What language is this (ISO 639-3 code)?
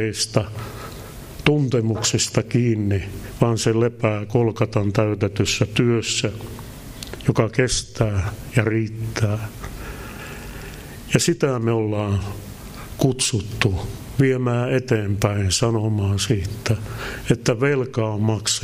fin